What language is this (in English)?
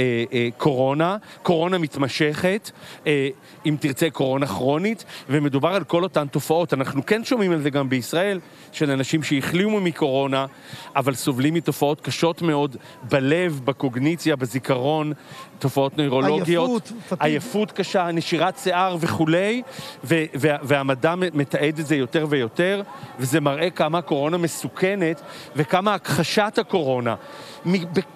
Hebrew